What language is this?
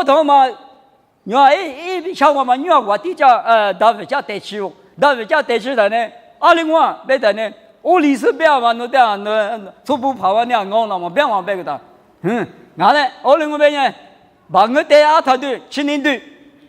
Lisu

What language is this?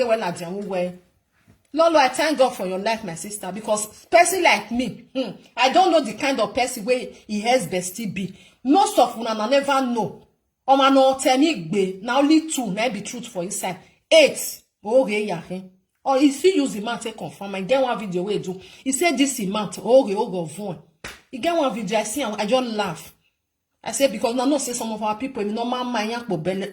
Nigerian Pidgin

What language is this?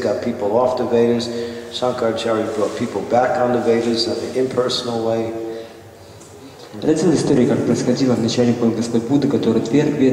Russian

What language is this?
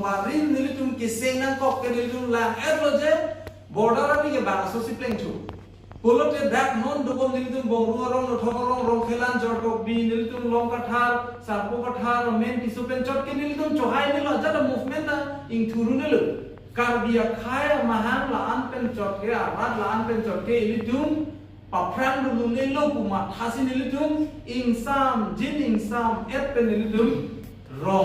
Karbi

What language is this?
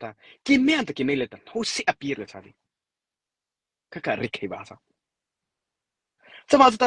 Mara Chin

